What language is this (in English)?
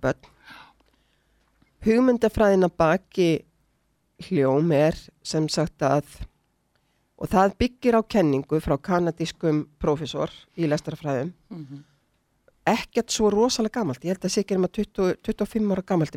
Icelandic